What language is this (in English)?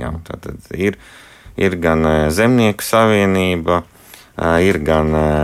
Latvian